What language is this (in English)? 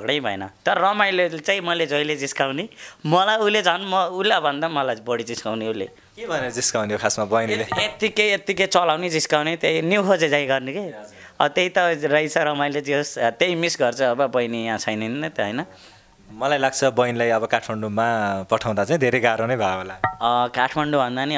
Nepali